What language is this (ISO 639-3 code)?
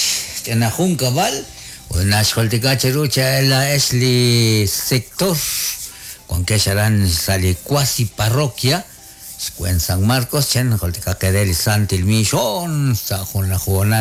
kek